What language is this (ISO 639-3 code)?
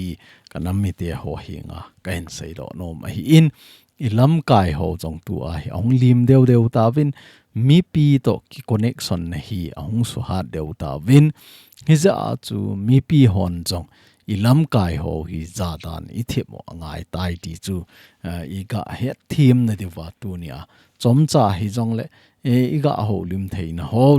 tcz